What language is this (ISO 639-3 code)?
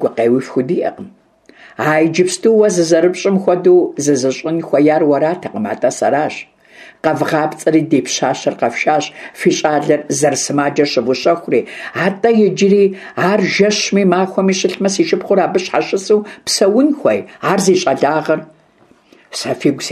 kbd